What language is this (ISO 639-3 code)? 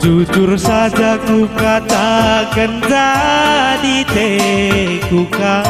btx